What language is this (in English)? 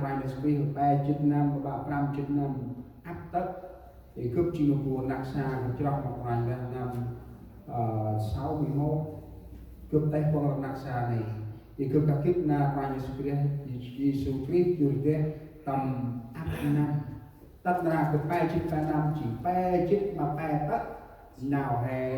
Central Mnong